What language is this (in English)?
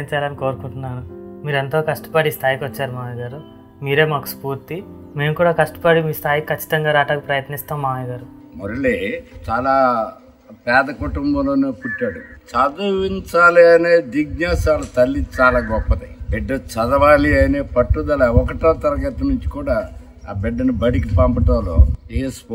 Telugu